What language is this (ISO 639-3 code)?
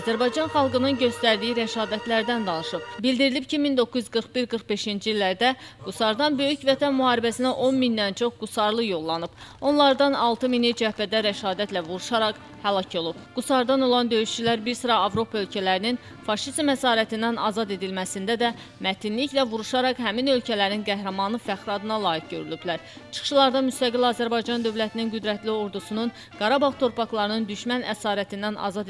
aze